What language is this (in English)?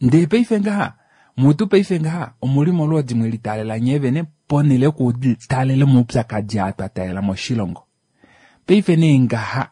Kuanyama